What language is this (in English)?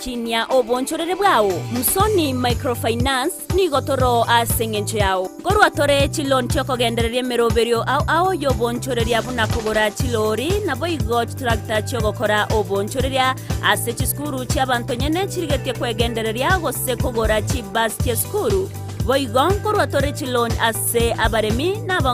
Gusii